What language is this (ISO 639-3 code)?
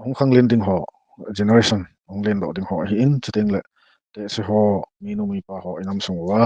tcz